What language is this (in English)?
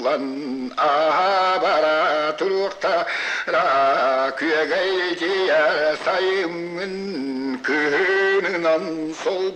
Yakut